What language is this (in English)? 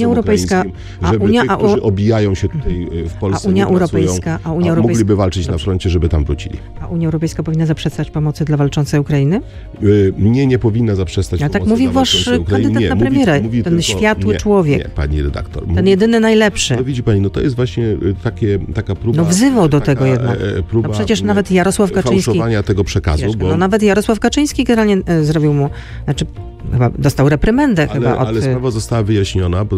Polish